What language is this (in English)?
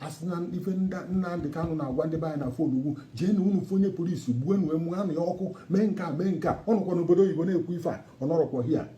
Igbo